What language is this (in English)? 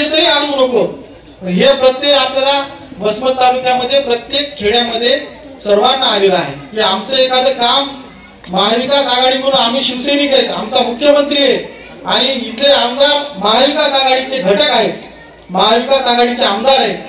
Marathi